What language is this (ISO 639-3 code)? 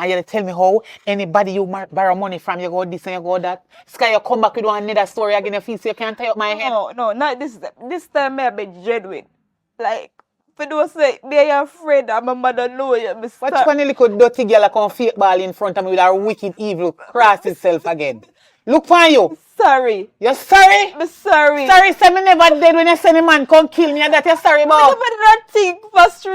jam